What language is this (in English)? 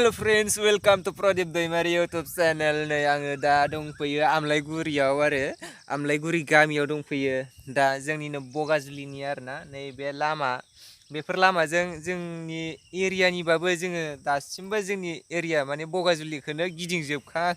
Bodo